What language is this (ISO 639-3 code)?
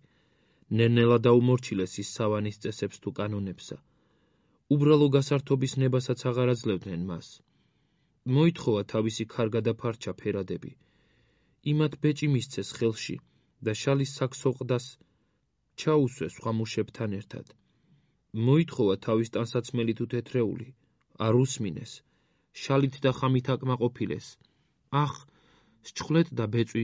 kat